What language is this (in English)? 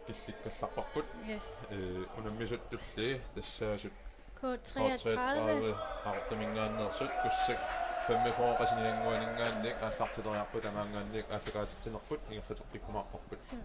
Kalaallisut